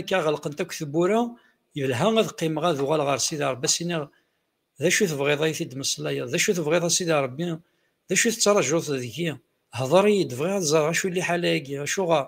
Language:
Kabyle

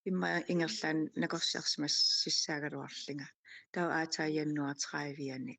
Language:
Kalaallisut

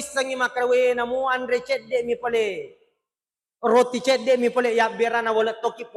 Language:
Buginese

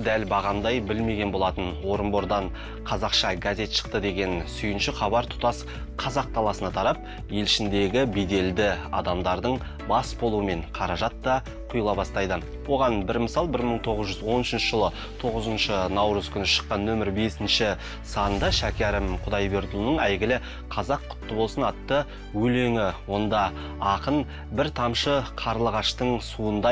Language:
Kazakh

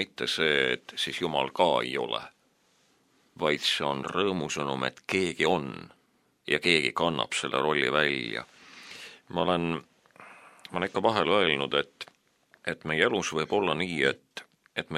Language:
Estonian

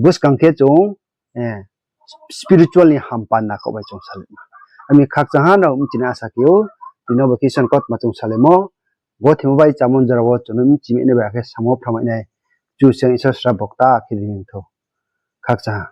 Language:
Riang (India)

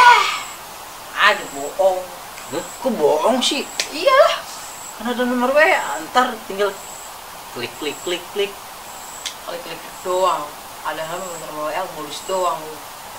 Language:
Betawi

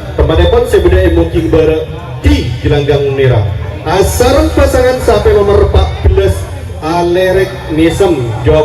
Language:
Madurese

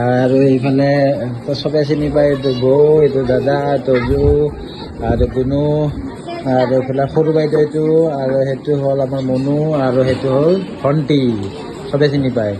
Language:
Assamese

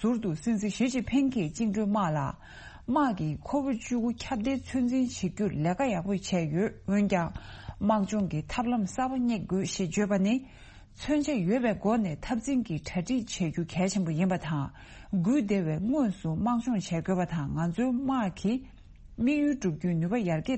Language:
Tibetan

